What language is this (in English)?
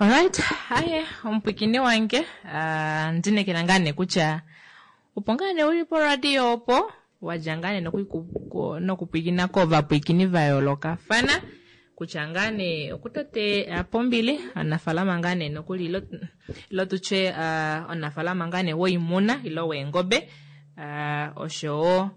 Kuanyama